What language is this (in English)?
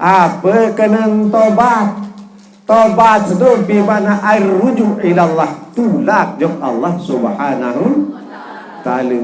Sasak